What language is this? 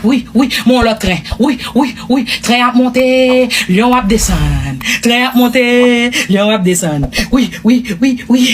Haitian Creole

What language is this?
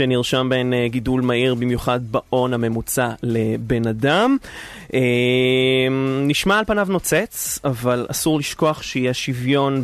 Hebrew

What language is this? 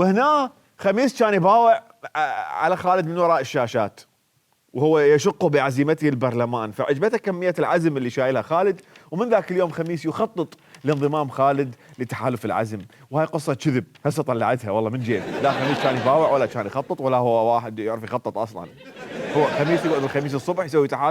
Mesopotamian Arabic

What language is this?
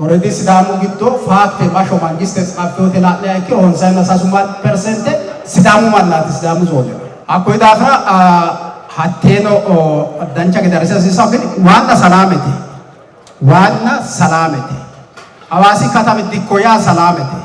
Sidamo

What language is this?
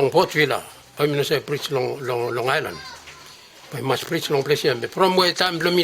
Bislama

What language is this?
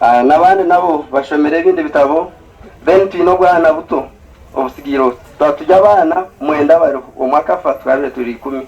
Nyankole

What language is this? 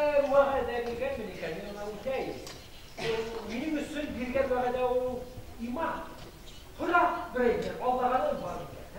Bashkir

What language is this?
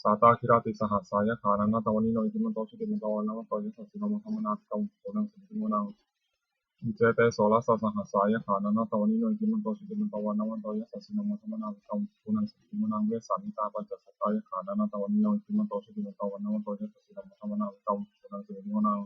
Pali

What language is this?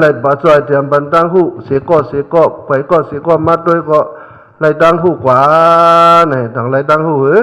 Shan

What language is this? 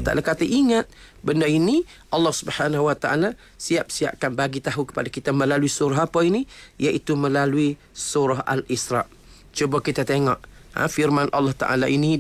Malay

